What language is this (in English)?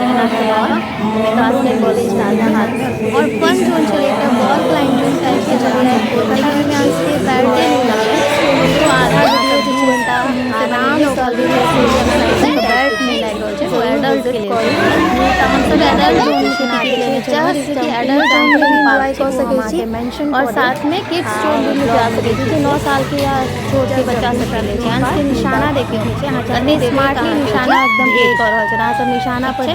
Maithili